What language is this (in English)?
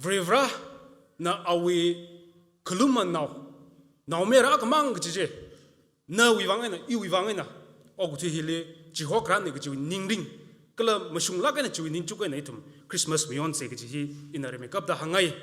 Tangkhul Naga (India)